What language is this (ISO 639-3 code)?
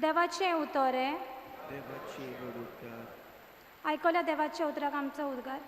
kok